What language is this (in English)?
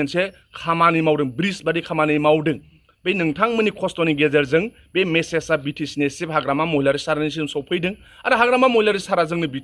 Bodo